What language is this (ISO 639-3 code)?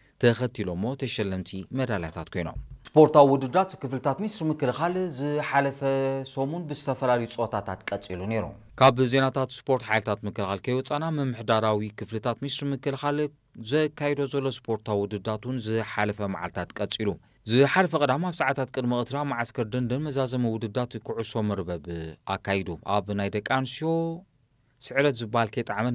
tir